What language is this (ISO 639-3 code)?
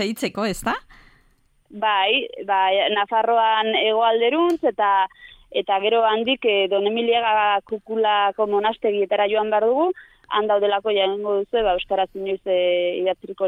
eus